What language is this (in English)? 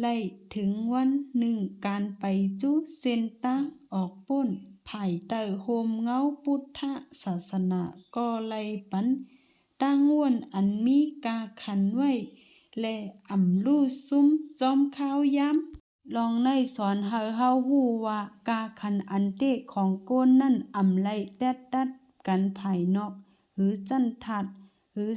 Shan